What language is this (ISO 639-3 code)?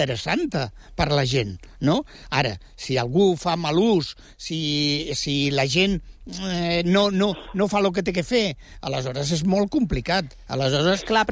cat